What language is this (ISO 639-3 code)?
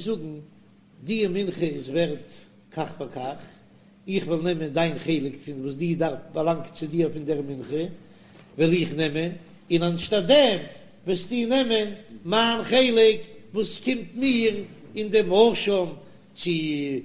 yid